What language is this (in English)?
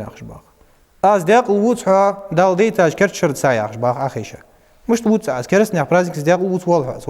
Ingush